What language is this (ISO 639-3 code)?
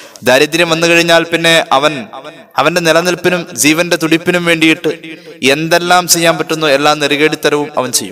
mal